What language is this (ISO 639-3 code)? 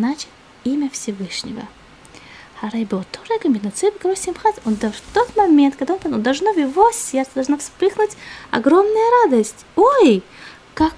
rus